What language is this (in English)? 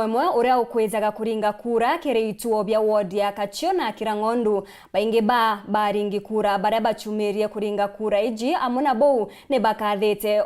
Meru